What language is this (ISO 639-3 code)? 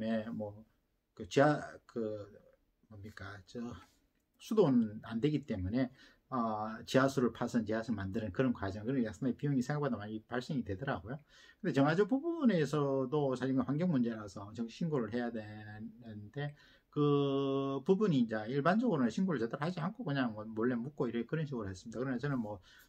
kor